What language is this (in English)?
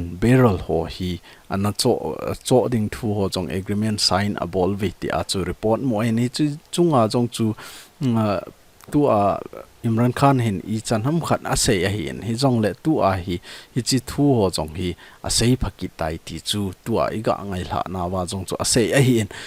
Thado Chin